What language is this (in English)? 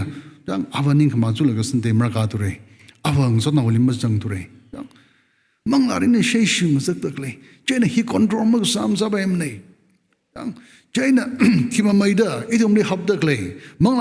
Tangkhul Naga (India)